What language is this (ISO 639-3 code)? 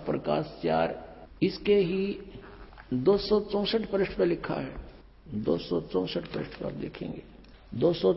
hin